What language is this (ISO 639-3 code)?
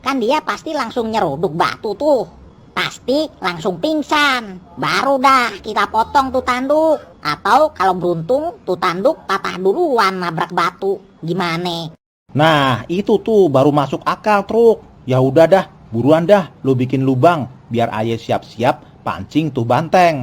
bew